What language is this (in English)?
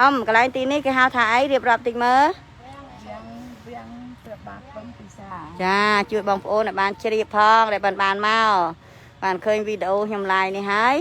Khmer